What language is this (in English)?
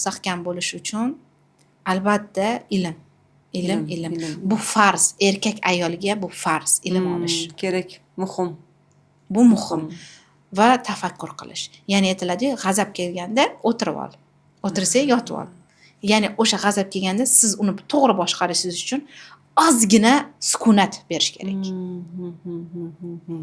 Uzbek